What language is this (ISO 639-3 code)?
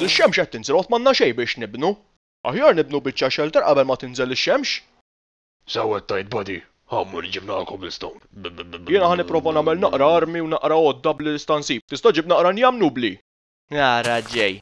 mlt